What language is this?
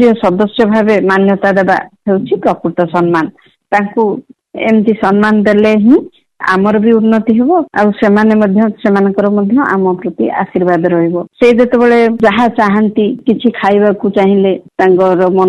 Odia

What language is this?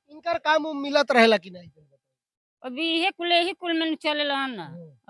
Bhojpuri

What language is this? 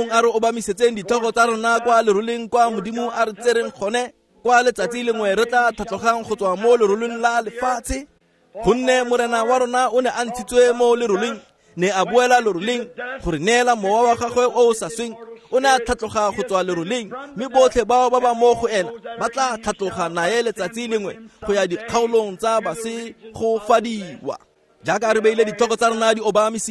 Tswana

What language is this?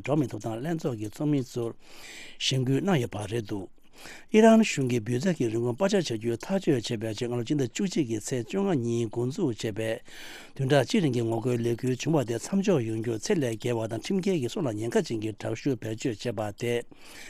Tibetan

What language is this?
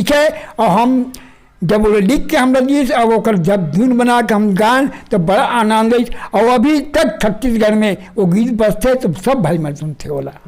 Chhattisgarhi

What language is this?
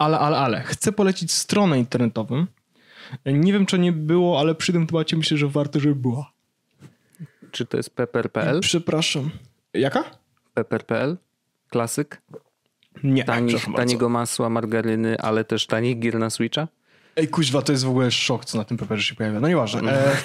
Polish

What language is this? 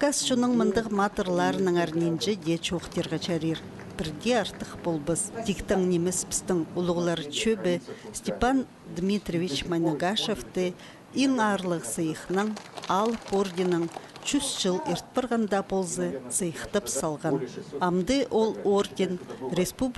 Khakas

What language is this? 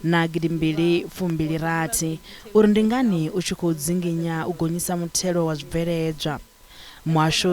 Venda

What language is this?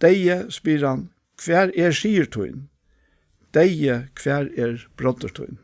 Faroese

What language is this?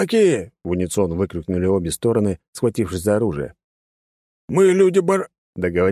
Russian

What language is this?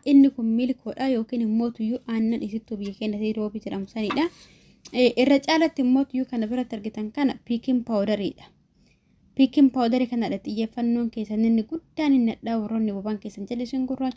Oromo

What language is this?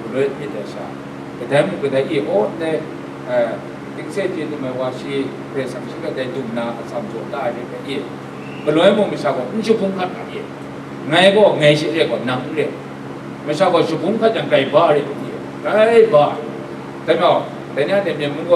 Kachin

